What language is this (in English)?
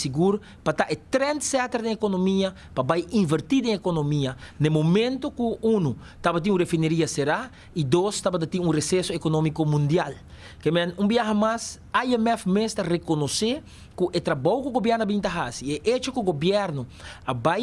Papiamento